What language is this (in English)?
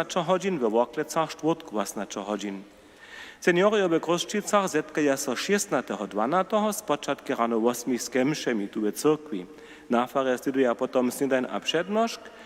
Upper Sorbian